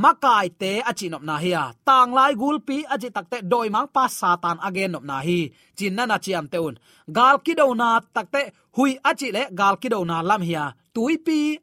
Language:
Tedim Chin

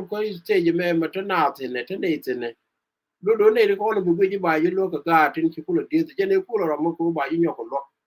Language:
Nuer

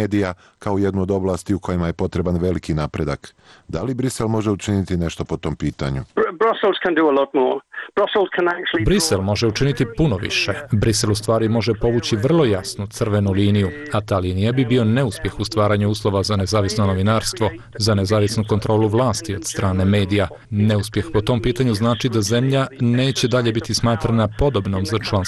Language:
Serbian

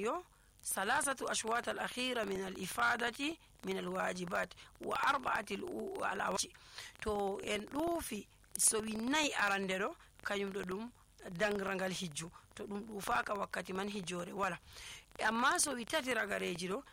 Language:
Nigerian Fulfulde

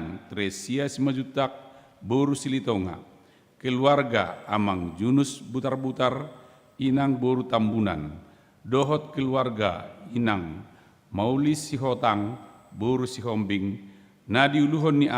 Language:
Batak Toba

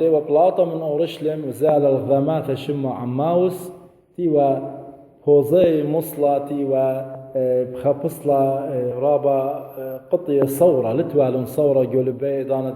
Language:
Assyrian Neo-Aramaic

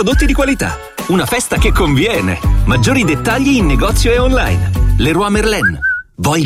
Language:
Italian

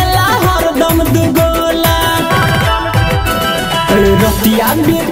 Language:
Bhojpuri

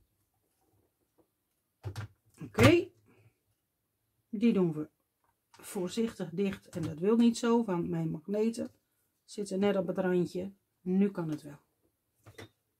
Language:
Dutch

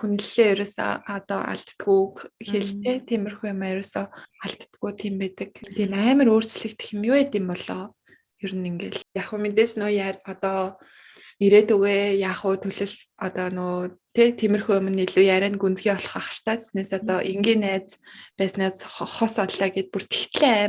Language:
Mongolian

